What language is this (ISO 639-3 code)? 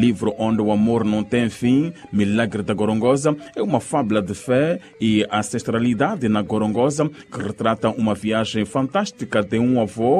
por